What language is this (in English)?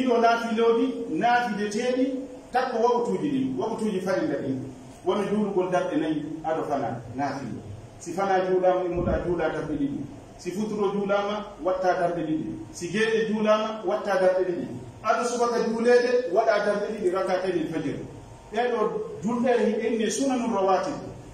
Pular